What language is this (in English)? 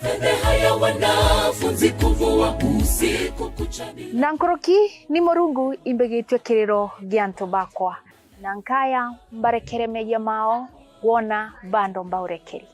Meru